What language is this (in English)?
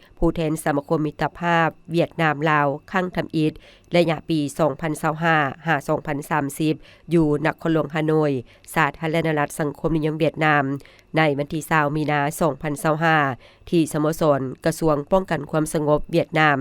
Lao